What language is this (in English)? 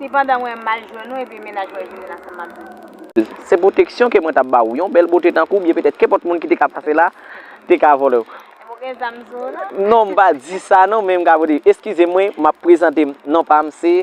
Haitian Creole